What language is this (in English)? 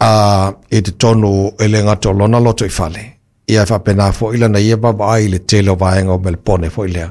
Samoan